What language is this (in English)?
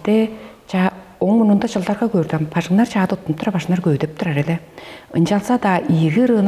Tuvinian